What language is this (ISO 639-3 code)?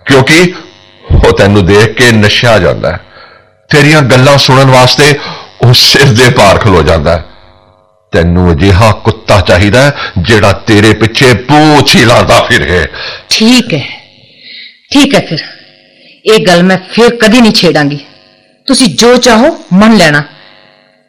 pan